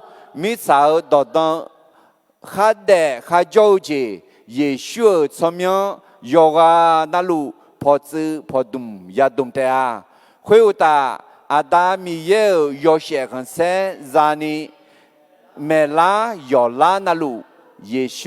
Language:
Akha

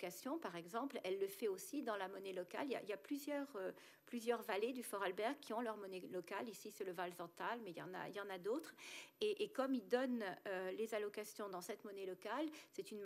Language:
French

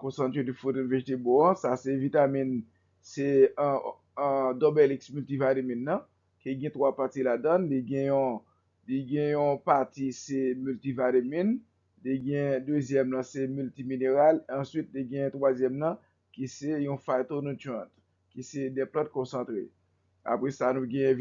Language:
Haitian Creole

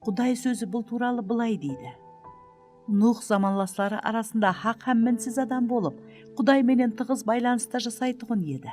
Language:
Kara-Kalpak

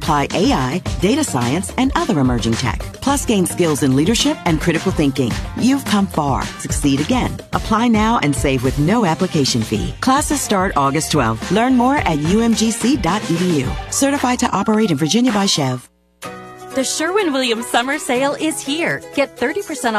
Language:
English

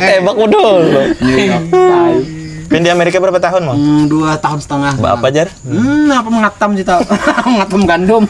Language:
Banjar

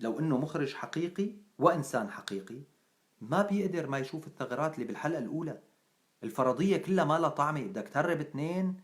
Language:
North Levantine Arabic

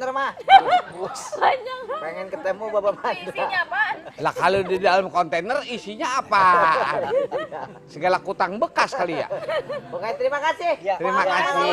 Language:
Betawi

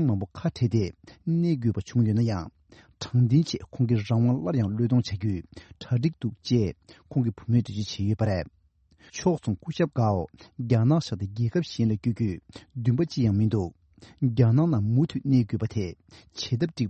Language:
Tibetan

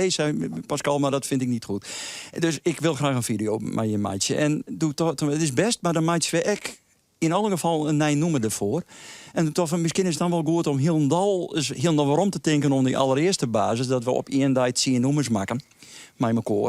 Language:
Western Frisian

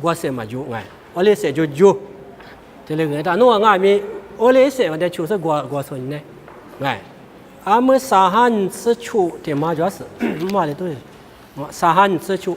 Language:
Lisu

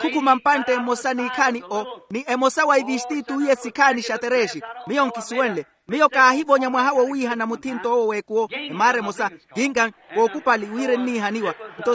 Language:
Makhuwa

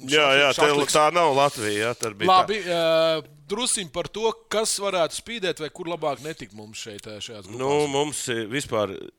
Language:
Latvian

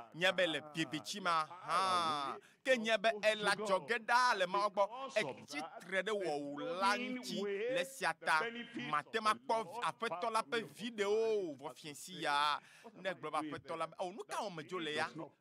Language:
Ewe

